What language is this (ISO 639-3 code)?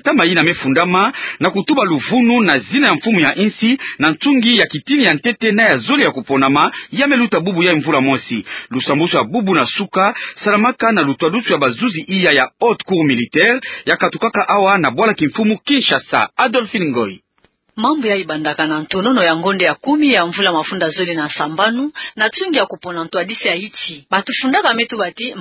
ktu